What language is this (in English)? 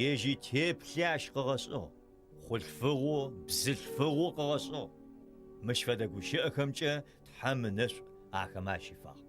Adyghe